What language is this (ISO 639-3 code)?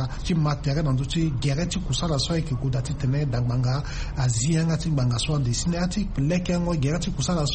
sag